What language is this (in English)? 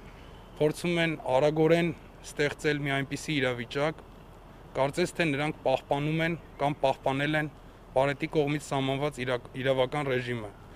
Armenian